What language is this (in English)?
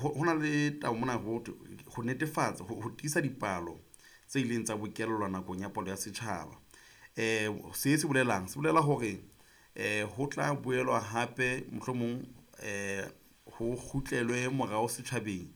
Southern Sotho